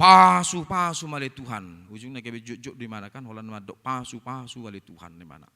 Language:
Batak Toba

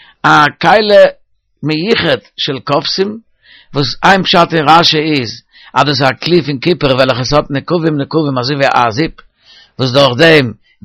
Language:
Yiddish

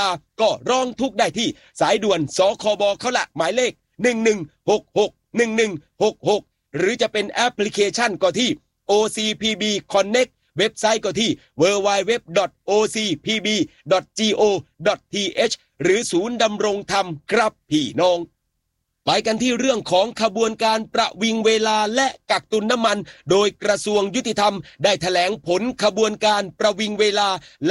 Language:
Thai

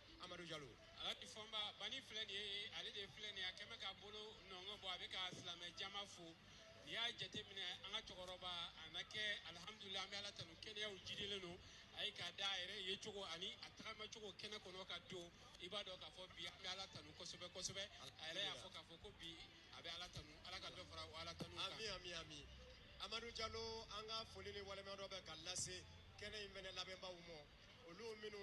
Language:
Bambara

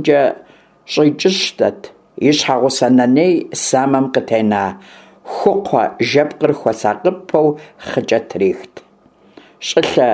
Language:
Kabardian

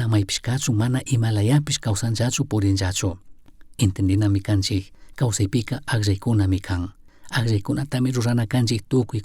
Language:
Chimborazo Highland Quichua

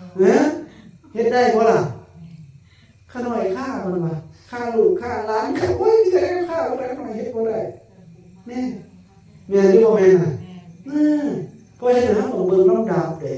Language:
Lao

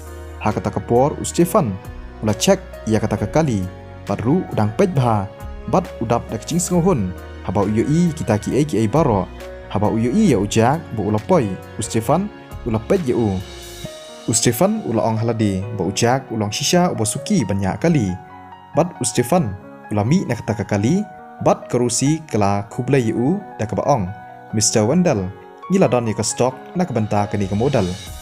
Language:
Khasi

